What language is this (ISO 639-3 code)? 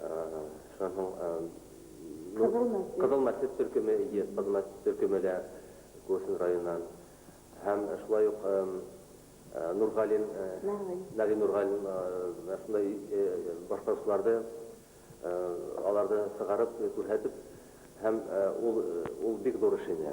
bak